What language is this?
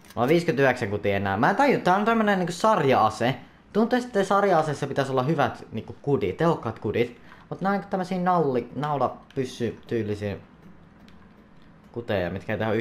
Finnish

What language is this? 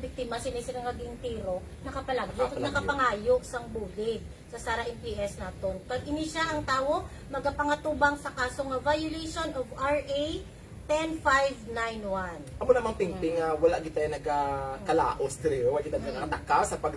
Hiligaynon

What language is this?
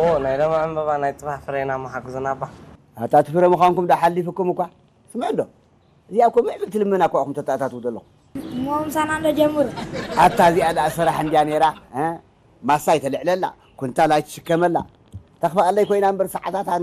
Tigrinya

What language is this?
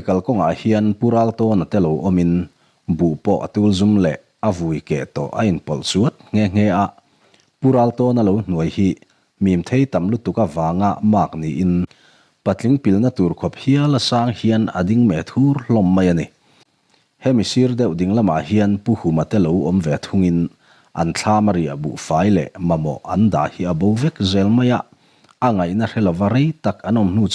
Mizo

